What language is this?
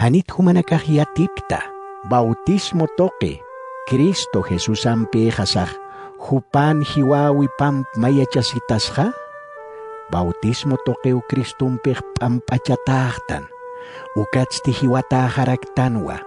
Aymara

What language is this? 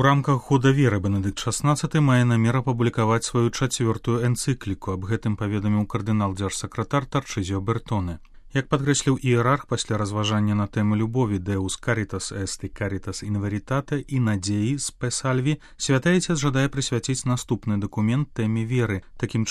Belarusian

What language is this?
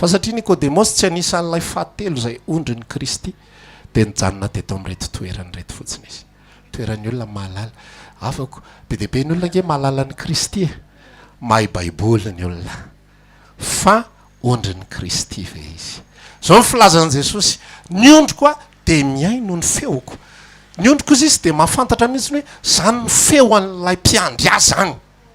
Malagasy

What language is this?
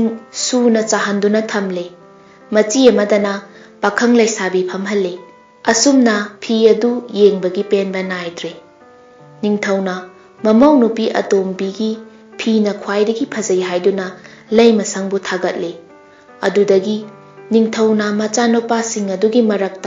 Manipuri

